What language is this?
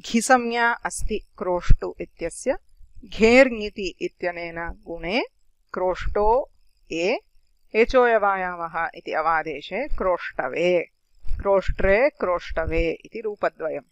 Sanskrit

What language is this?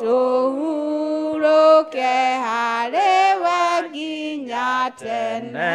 Kikuyu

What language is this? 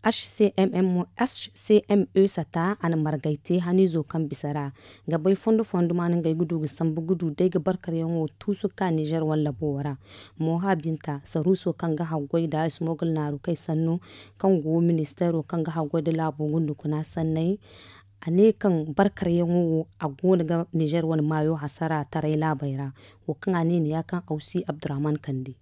Zarma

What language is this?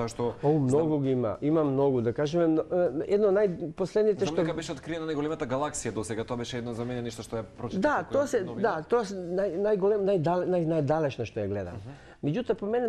Macedonian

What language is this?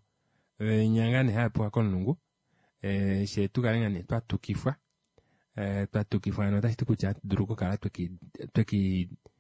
Kuanyama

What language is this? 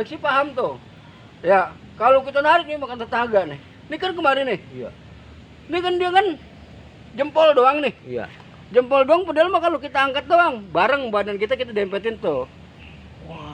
Betawi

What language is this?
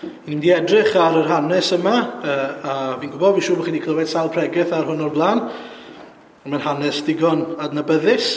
Welsh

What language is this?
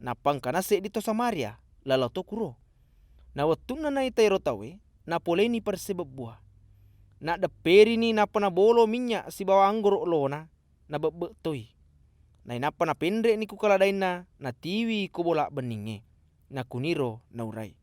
Buginese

